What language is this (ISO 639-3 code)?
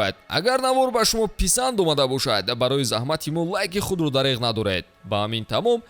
tgk